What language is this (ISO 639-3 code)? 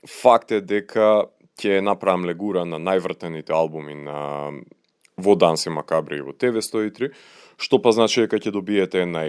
mkd